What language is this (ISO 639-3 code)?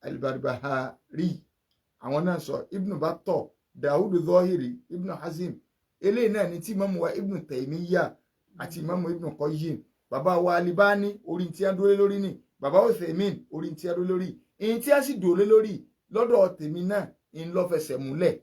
yor